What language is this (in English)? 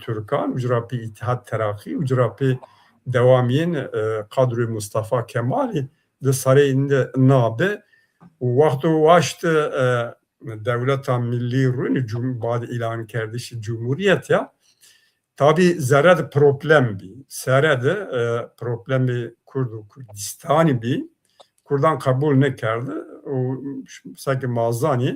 Zaza